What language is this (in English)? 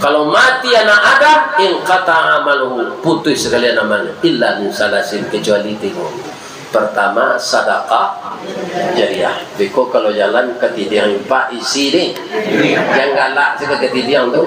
Minangkabau